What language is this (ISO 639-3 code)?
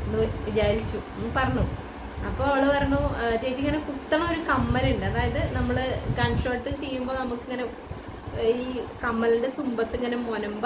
mal